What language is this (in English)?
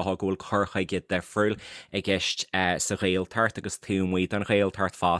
Irish